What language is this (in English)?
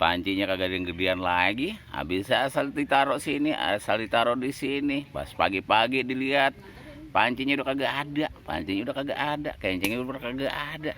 Betawi